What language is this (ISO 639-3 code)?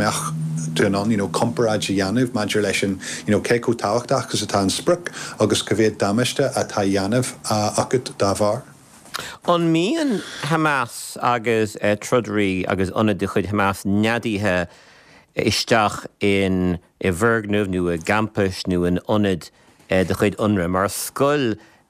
gle